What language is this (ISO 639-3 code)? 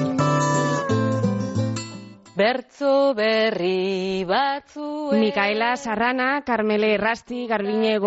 eus